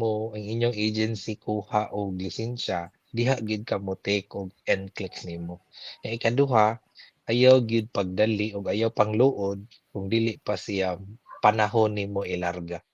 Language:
Cebuano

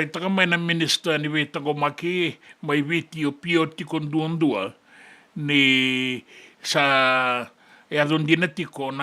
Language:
Fijian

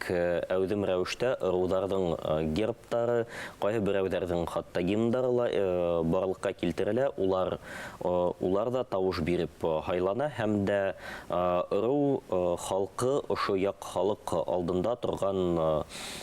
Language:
Bashkir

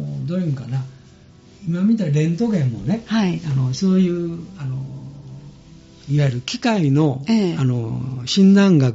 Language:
Japanese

